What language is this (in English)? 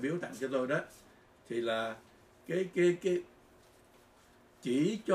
Vietnamese